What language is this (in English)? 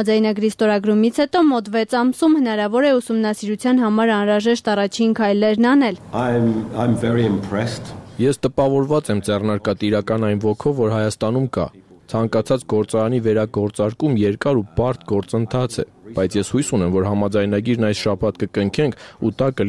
Armenian